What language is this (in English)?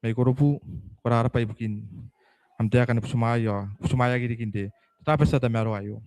Gilbertese